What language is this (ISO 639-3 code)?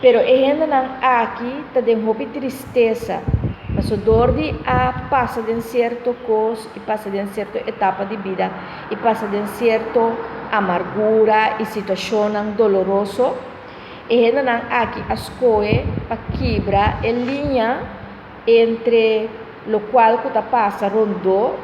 pap